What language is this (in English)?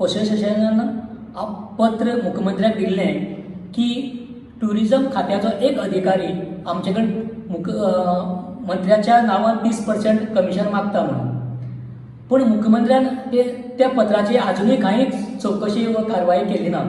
Konkani